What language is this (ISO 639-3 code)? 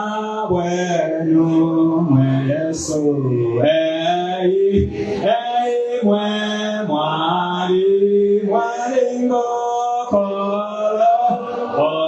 bem